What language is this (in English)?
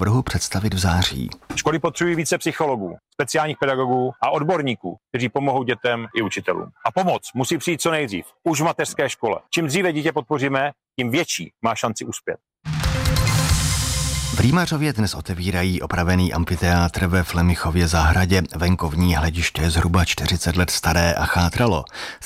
Czech